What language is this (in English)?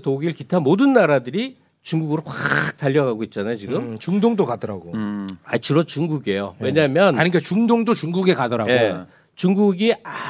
Korean